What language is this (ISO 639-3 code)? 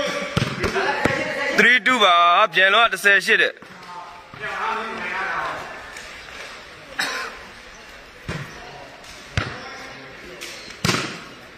mya